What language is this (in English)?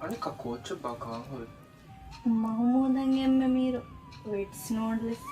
Divehi